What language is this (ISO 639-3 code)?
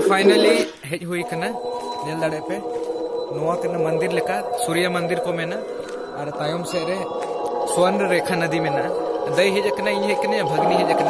sat